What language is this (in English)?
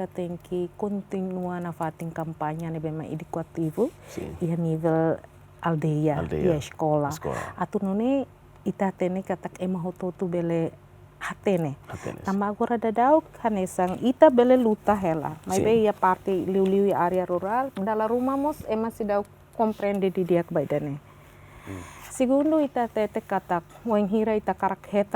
Tetum